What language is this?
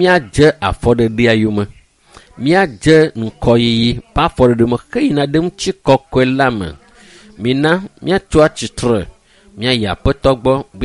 Ewe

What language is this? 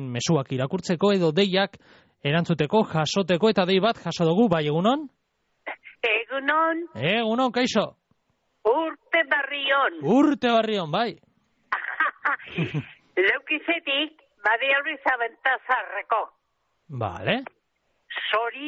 Basque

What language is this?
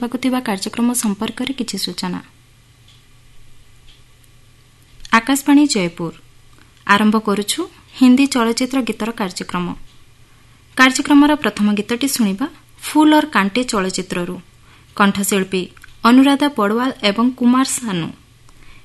Odia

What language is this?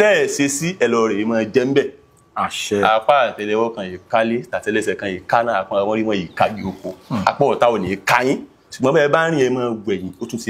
Yoruba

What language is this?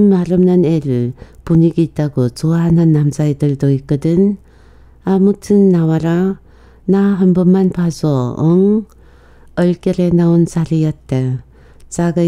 Korean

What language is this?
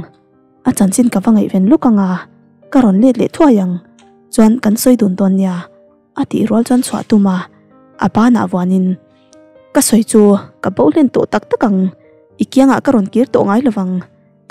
Mizo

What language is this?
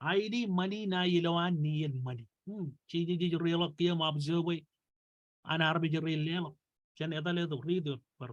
Marshallese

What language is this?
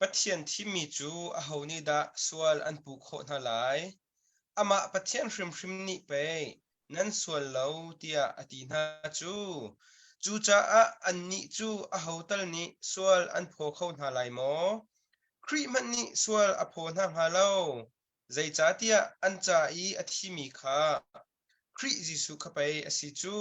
Hakha Chin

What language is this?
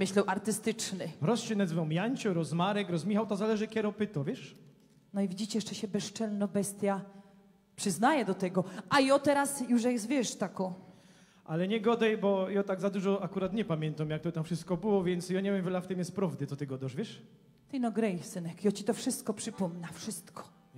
Silesian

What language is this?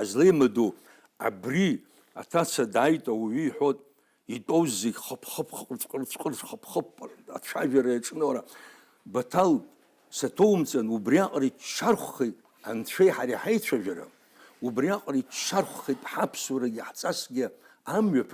Abkhazian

